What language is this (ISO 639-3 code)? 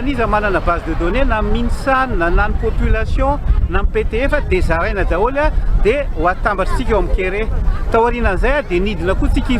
mlg